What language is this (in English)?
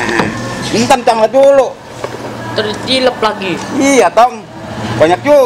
Betawi